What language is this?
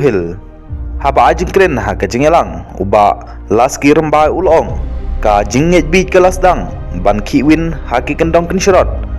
Khasi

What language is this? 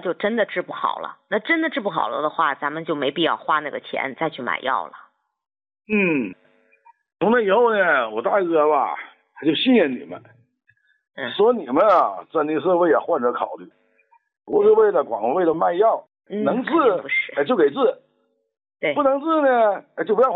Chinese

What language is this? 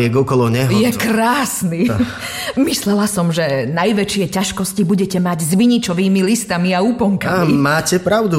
Slovak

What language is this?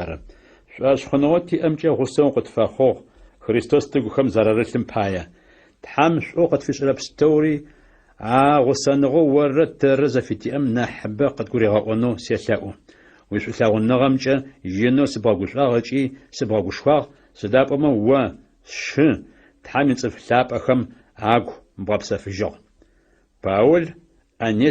Adyghe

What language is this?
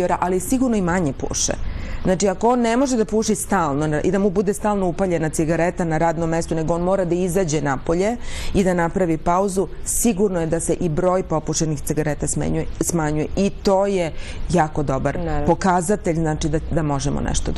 Serbian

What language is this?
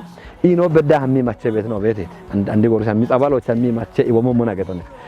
Kafa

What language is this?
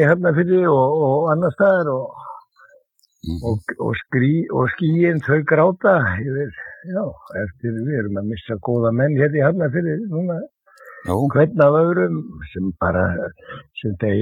Icelandic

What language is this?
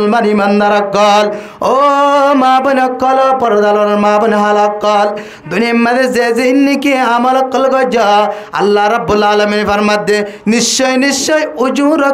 Rohingya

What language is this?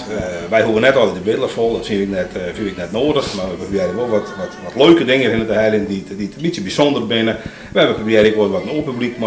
Western Frisian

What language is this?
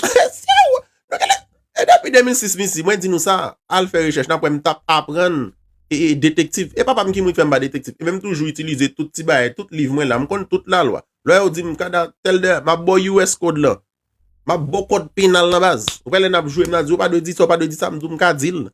Haitian Creole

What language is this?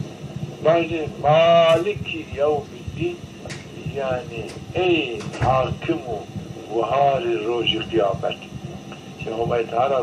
Zaza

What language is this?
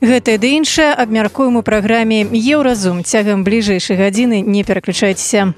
Belarusian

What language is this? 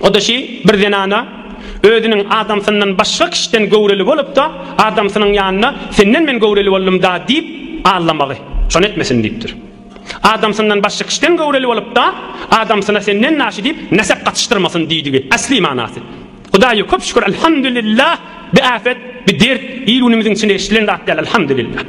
Turkmen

